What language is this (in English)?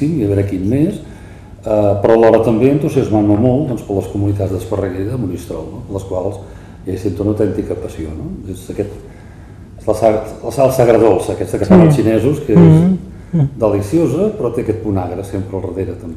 Catalan